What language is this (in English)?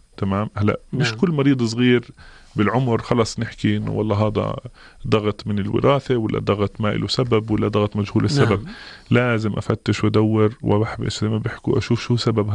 North Levantine Arabic